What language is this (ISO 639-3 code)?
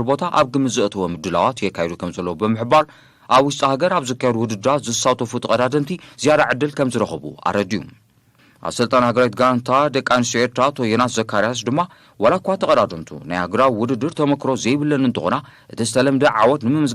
tir